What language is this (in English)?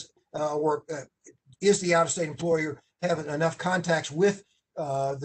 English